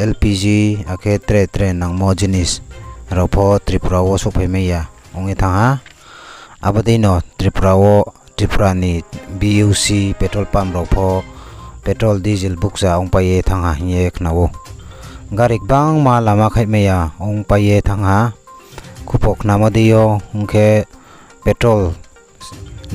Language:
Riang (India)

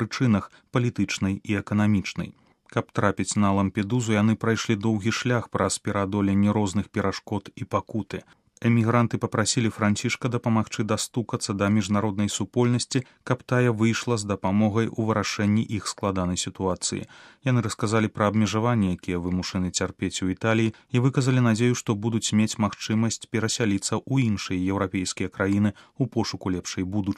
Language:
Belarusian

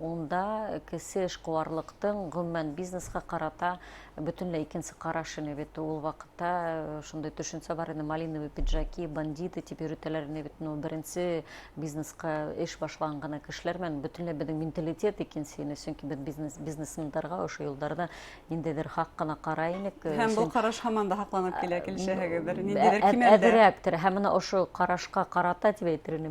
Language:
Bashkir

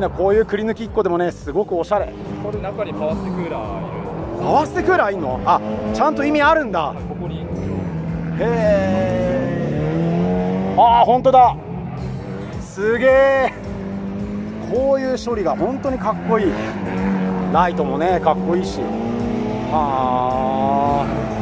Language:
Japanese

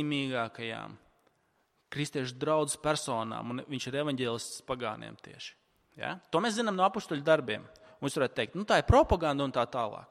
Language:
Latvian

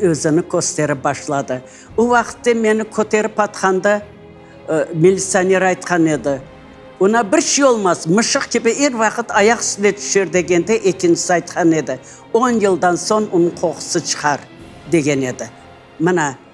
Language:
Crimean Tatar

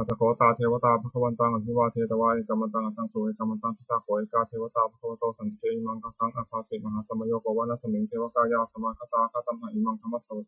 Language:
Pali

